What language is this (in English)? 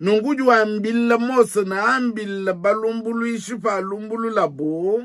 Luba-Lulua